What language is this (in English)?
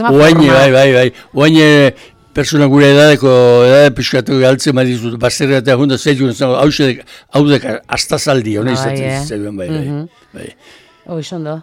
Basque